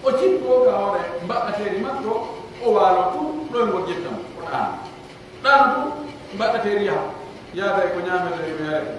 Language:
Pular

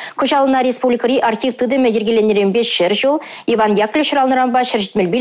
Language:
Chuvash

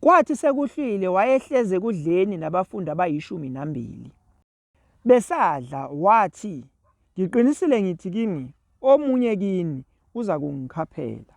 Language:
Zulu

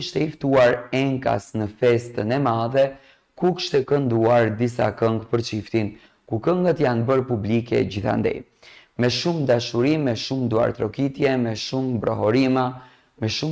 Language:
Albanian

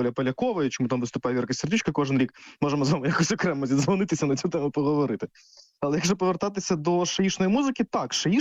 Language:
Ukrainian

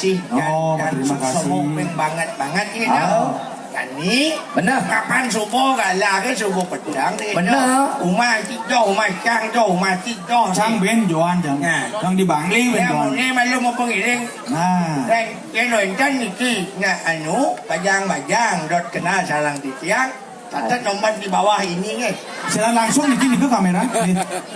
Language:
Balinese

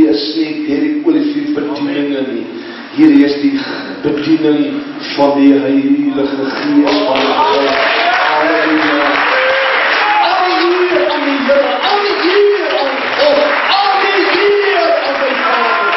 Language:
Afrikaans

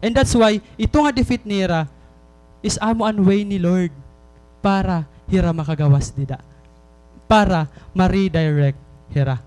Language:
Waray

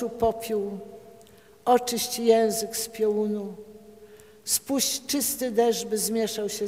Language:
Polish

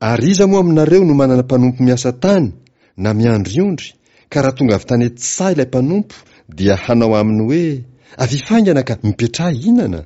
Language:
Malagasy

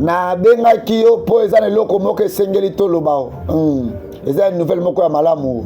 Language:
Lingala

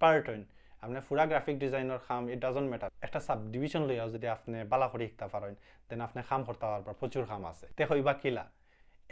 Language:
Sylheti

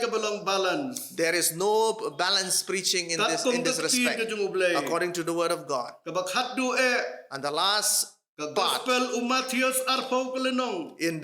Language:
Khasi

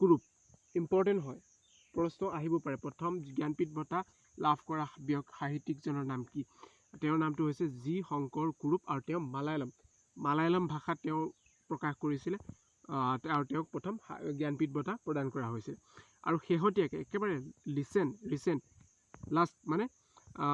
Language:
Assamese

